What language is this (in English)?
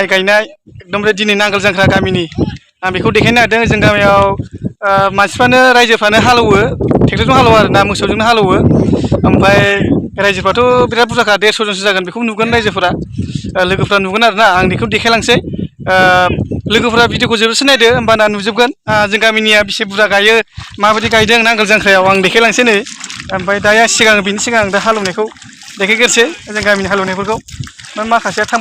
Bodo